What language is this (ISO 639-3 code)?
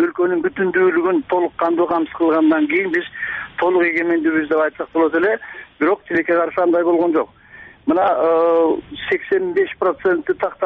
kir